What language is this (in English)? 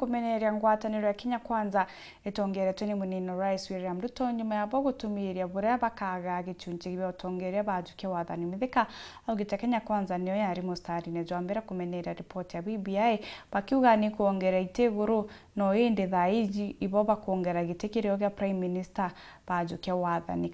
Meru